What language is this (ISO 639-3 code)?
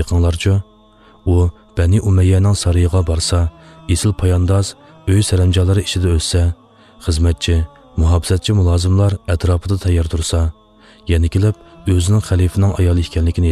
uig